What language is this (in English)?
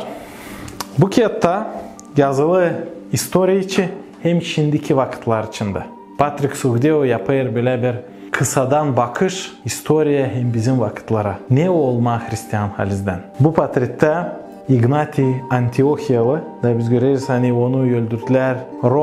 Gagauz